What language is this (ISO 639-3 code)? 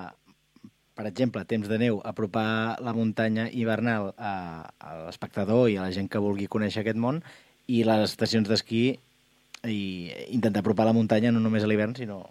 cat